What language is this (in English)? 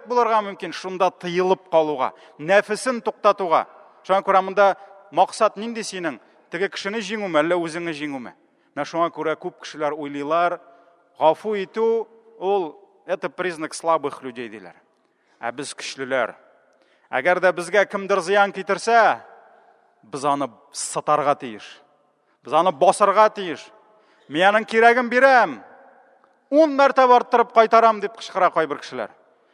Tatar